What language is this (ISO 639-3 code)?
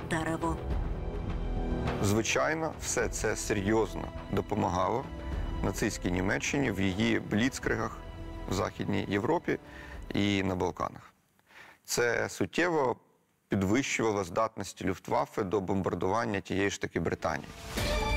ukr